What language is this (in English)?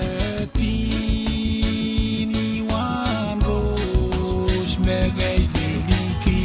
Pohnpeian